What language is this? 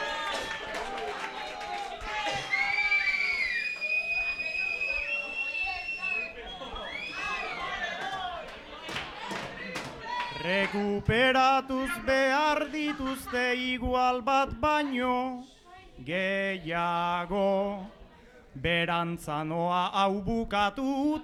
Basque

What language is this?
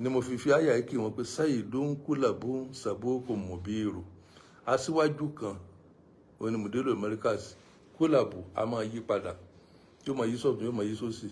Yoruba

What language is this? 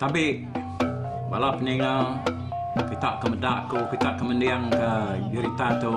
Iban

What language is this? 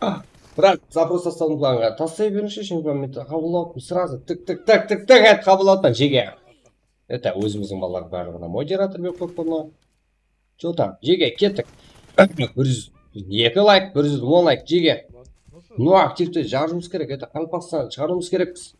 Kara-Kalpak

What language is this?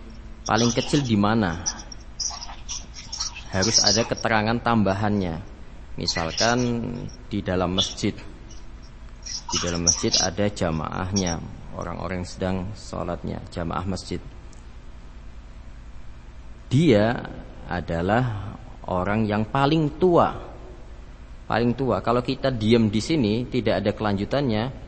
Indonesian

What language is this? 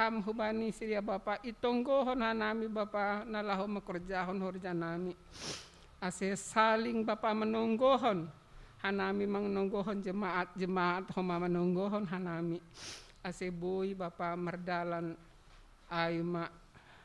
Batak Simalungun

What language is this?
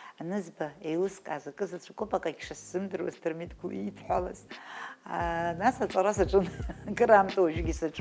Abkhazian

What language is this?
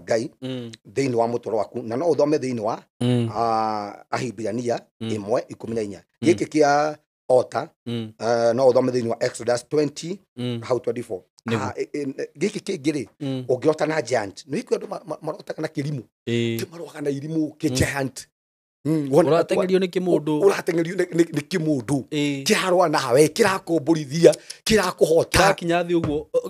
Kikuyu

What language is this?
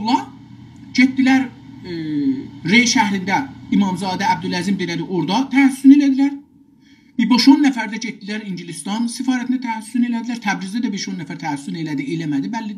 South Azerbaijani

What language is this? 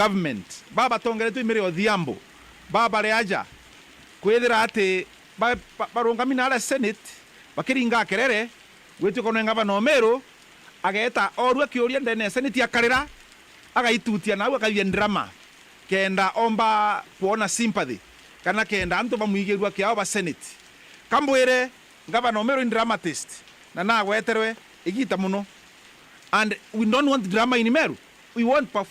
Meru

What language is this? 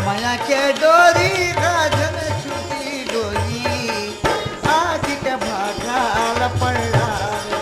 Chhattisgarhi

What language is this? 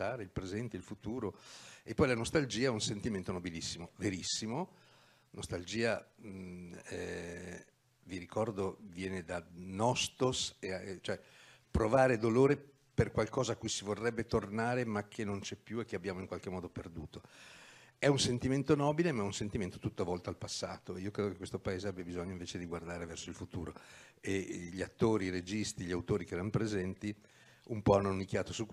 Italian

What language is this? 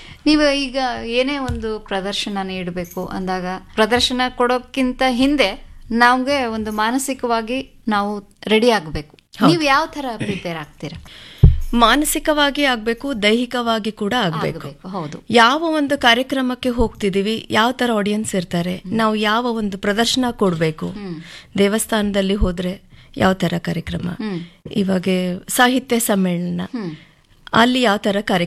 Kannada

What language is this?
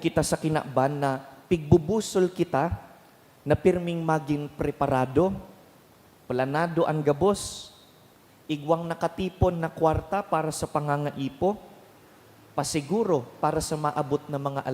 Bikol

